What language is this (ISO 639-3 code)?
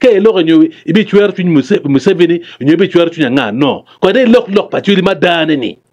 ach